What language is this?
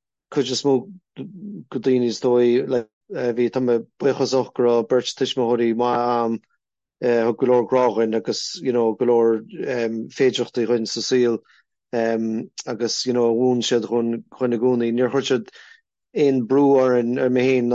Irish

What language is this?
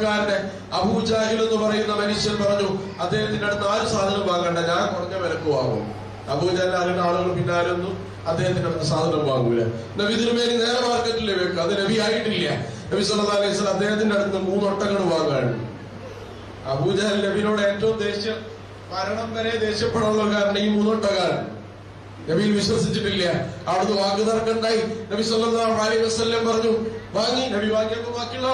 Malayalam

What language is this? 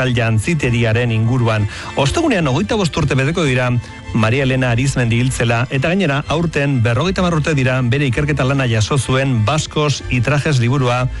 Basque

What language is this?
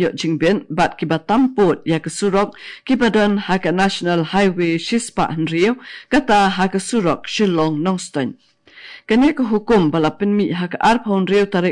Khasi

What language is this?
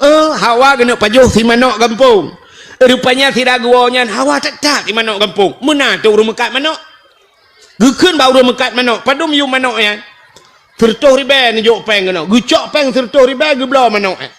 Achinese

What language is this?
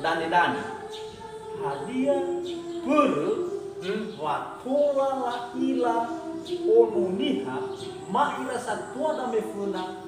Nias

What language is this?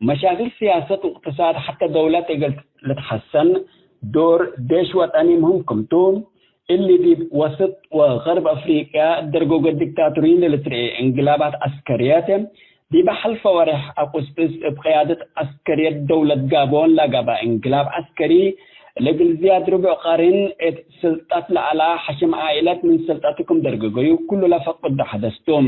Tigre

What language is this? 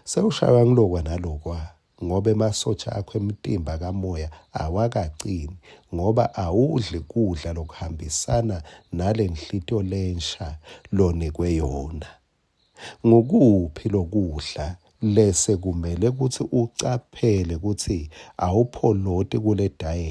Swati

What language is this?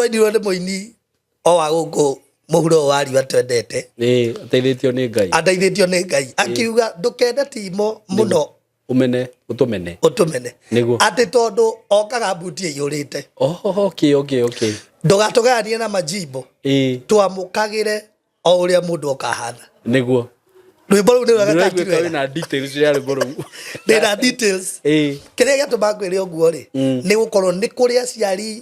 Kikuyu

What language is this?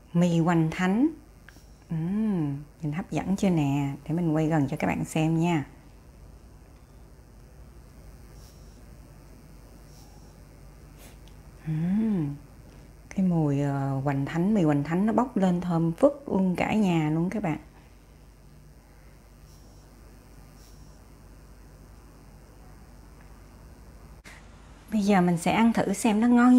Vietnamese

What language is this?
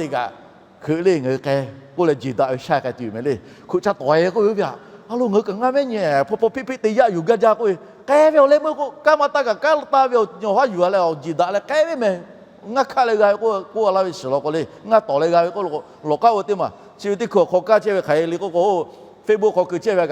Lahu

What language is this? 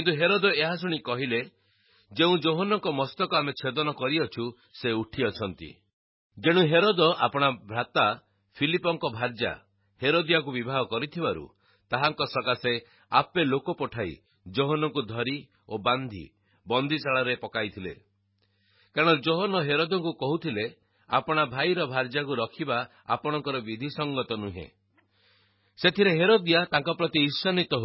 Odia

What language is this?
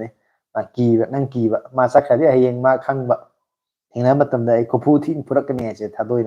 Manipuri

